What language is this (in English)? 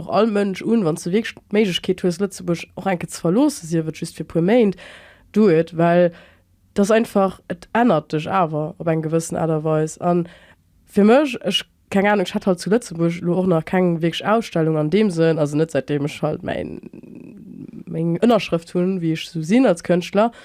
Luxembourgish